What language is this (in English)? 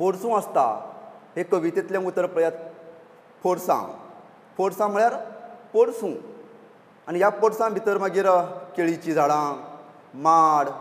Konkani